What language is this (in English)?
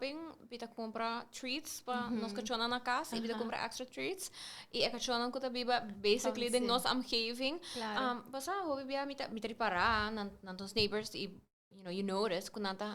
Papiamento